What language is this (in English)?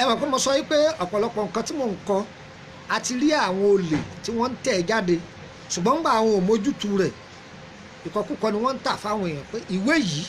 Yoruba